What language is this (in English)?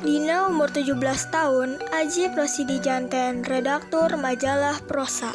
Sundanese